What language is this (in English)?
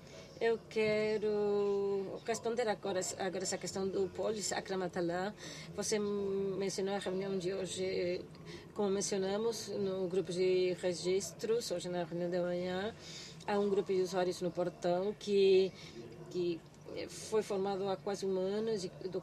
Portuguese